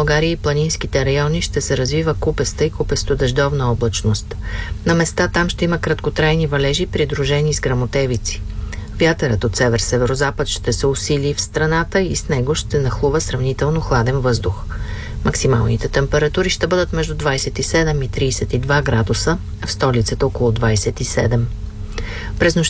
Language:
Bulgarian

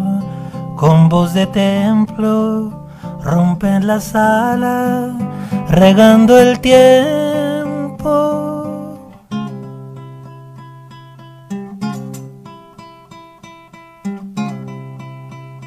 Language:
Spanish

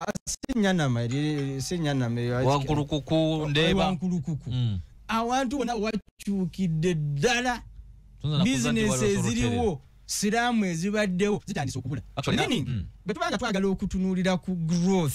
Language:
Ganda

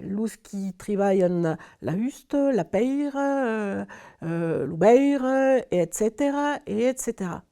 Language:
Occitan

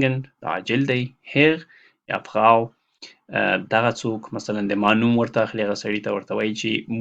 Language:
Pashto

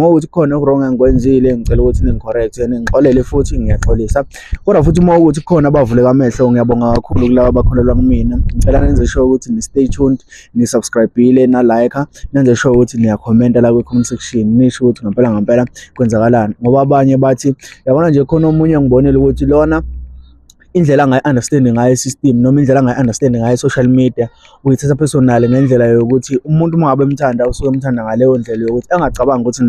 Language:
Zulu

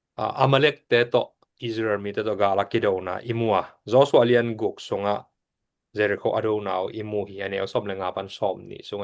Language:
Tedim Chin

